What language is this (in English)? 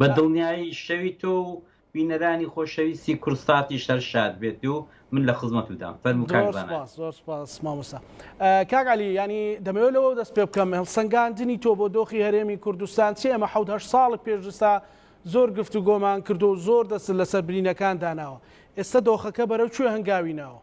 Central Kurdish